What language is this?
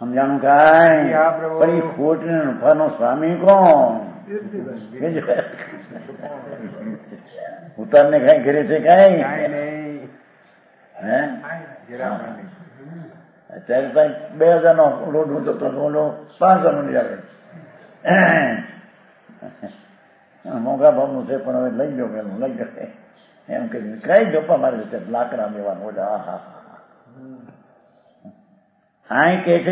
Gujarati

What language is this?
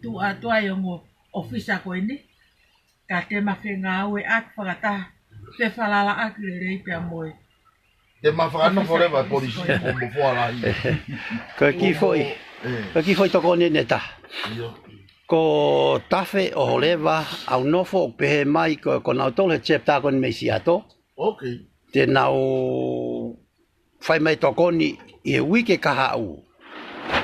Tongan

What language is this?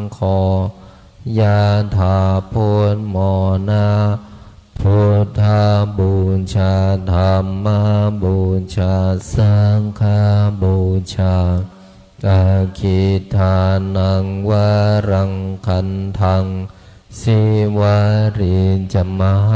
Pali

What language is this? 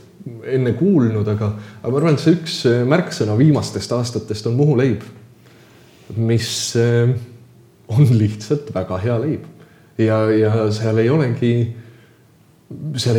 Estonian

